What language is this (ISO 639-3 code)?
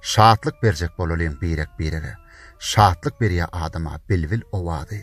tuk